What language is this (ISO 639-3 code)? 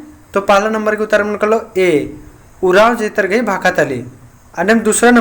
kru